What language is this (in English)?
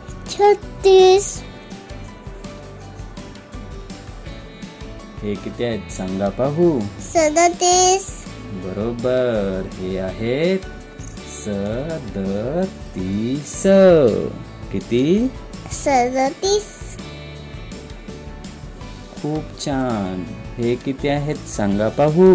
Marathi